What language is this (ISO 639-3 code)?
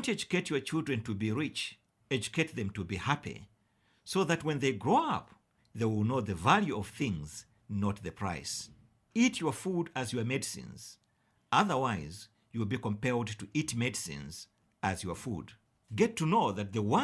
eng